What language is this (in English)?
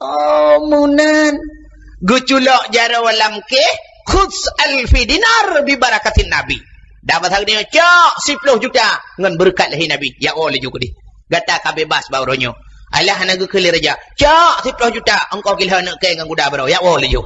Achinese